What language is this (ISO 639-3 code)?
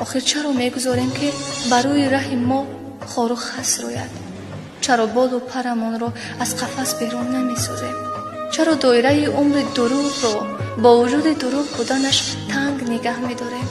tgk